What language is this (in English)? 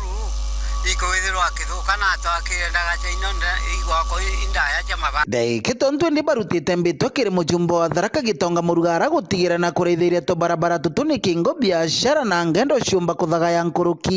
Meru